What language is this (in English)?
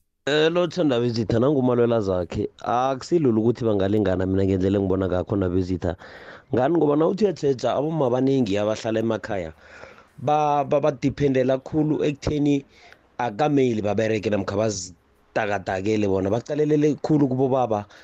South Ndebele